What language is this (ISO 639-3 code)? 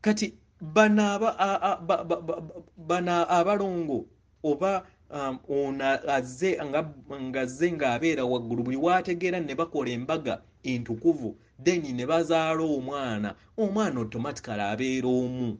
lug